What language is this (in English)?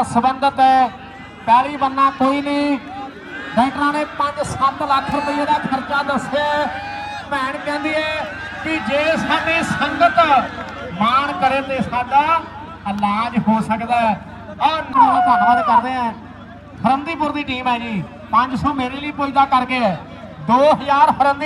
Punjabi